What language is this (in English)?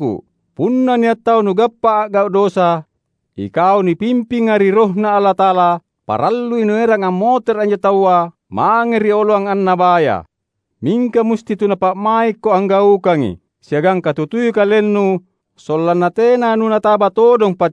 Makasar